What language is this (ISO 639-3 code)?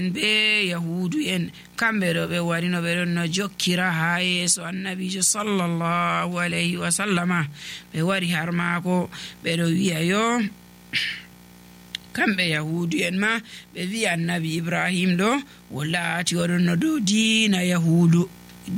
fuv